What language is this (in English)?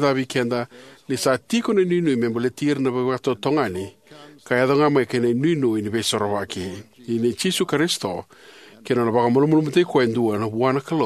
Fijian